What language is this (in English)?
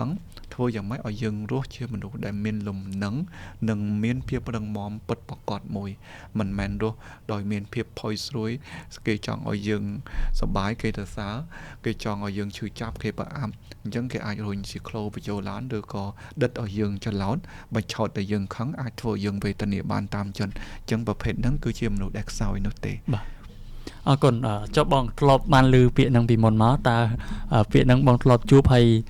Khmer